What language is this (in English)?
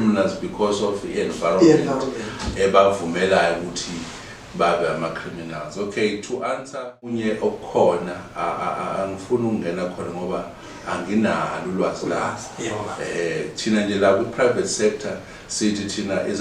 Zulu